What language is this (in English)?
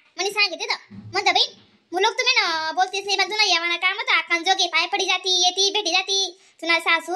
Khandesi